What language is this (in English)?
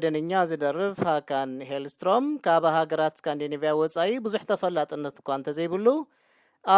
Tigrinya